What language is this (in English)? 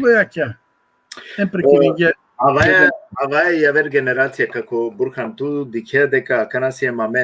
Balkan Romani